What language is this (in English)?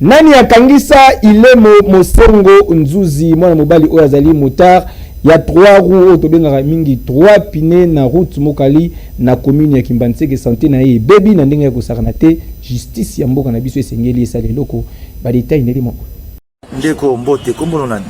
Lingala